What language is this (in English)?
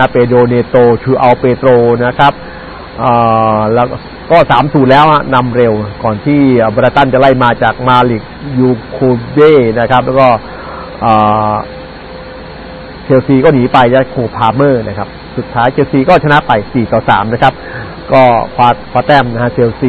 Thai